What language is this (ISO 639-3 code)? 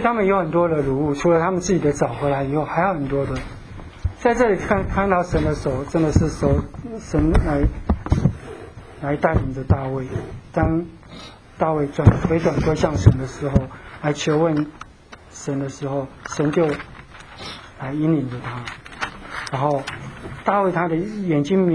zho